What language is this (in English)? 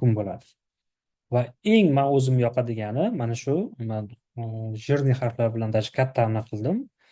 Uzbek